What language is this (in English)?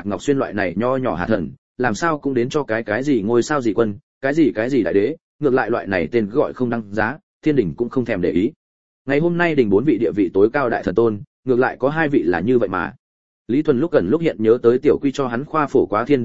Vietnamese